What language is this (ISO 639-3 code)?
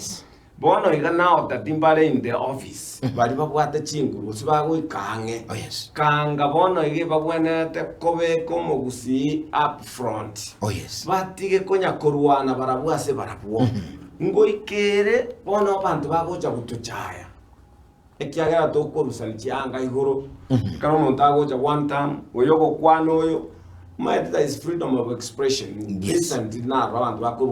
guz